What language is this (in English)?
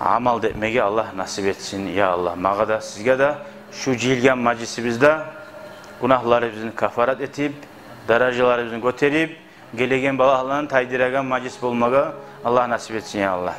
Kumyk